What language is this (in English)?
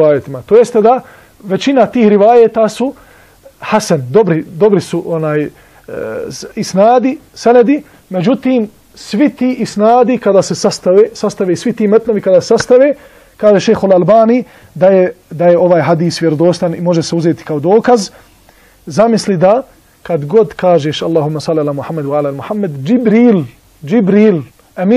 Bosnian